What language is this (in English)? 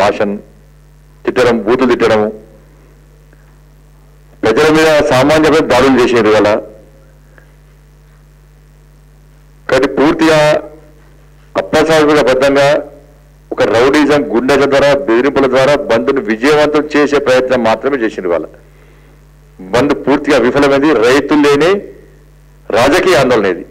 Telugu